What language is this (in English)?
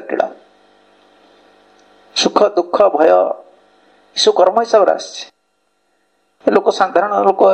Odia